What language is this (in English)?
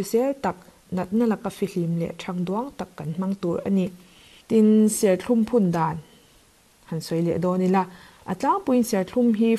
Mizo